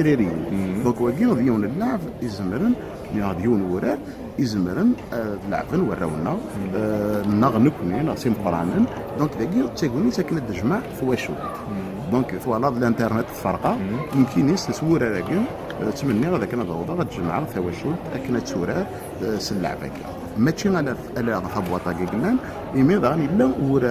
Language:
Kabyle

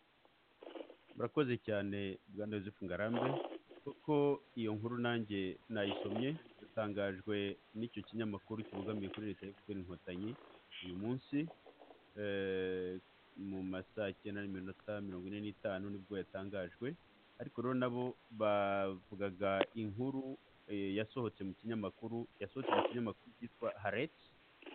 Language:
Kinyarwanda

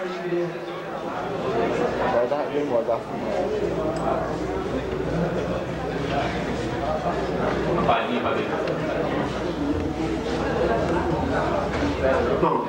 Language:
Portuguese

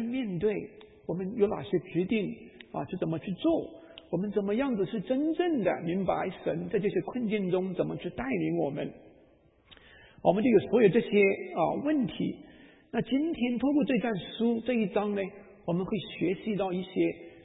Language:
Chinese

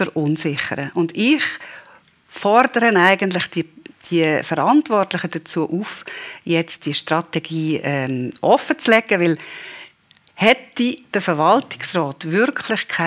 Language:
Swiss German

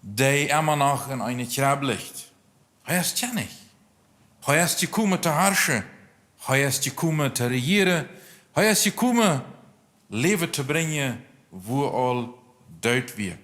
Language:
Plautdietsch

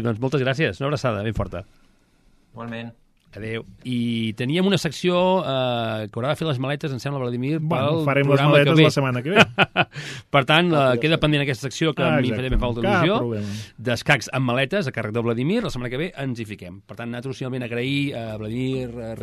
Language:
Catalan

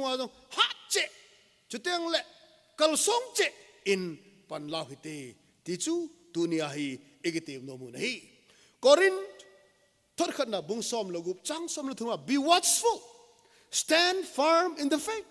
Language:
Thado Chin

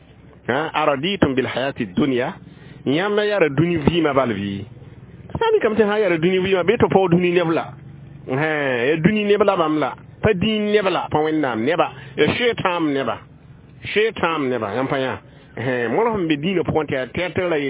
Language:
Mossi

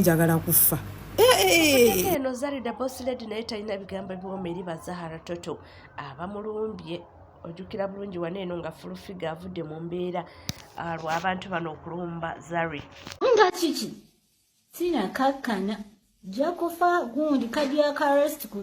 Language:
Ganda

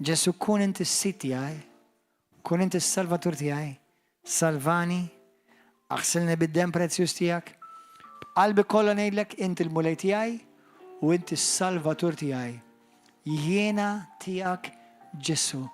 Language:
Maltese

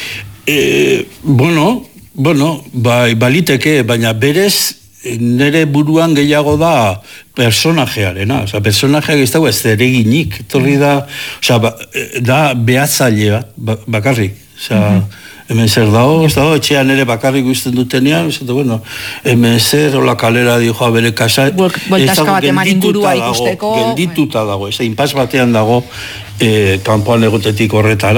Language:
Basque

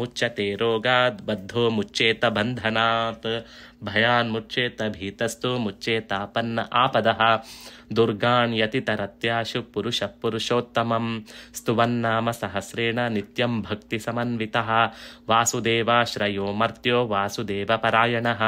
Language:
Sanskrit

